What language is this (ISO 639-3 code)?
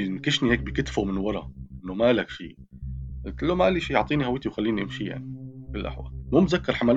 apc